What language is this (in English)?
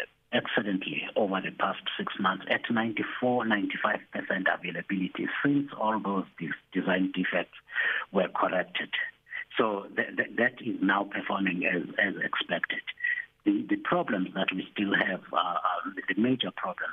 English